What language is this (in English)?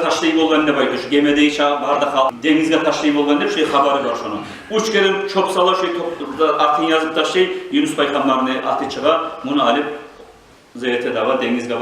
Kumyk